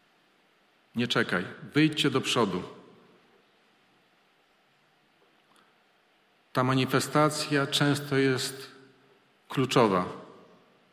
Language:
Polish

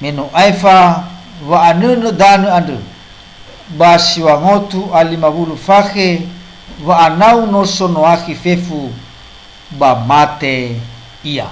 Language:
Nias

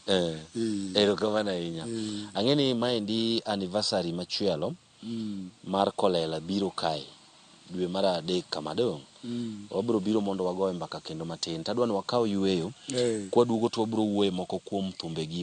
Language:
Luo (Kenya and Tanzania)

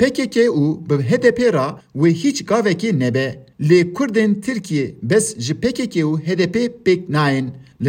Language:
Kurdish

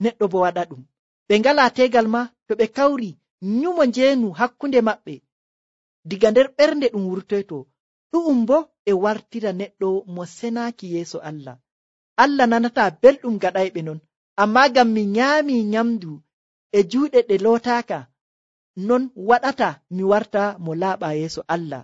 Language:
Nigerian Fulfulde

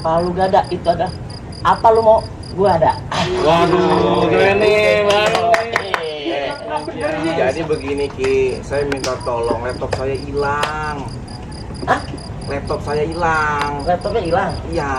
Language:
Betawi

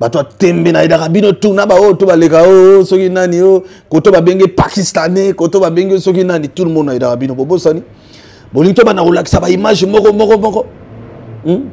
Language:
Lingala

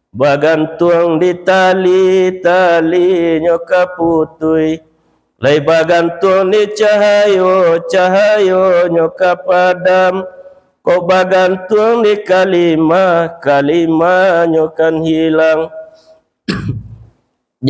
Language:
Minangkabau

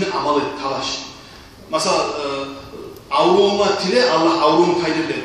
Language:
Kumyk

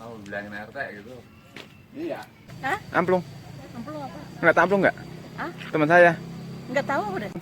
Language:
Betawi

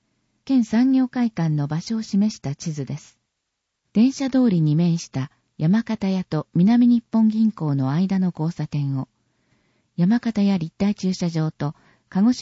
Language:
Japanese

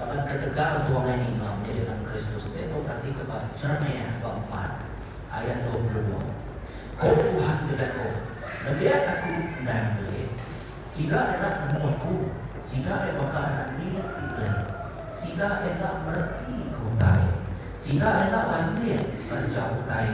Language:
Iban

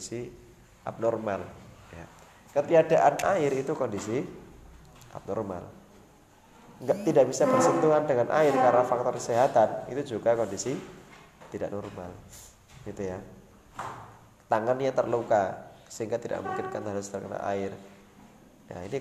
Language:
Indonesian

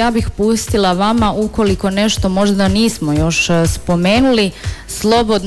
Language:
Croatian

